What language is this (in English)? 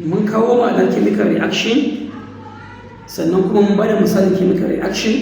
Hausa